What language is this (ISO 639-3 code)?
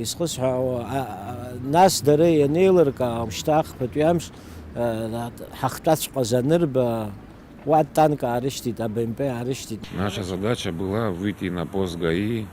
abk